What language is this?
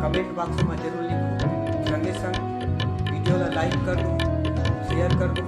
Chhattisgarhi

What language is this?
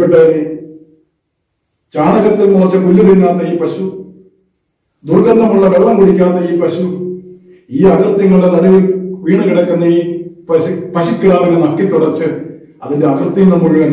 Malayalam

